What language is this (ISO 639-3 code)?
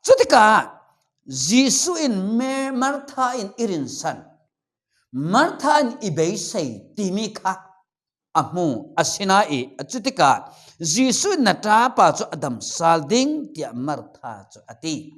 cfm